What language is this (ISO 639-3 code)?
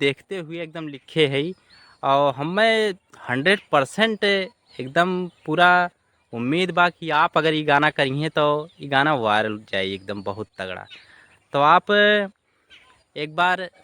bho